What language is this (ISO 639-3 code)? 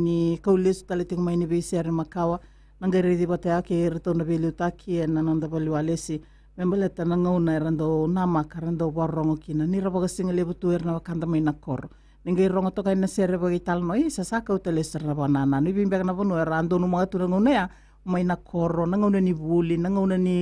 fij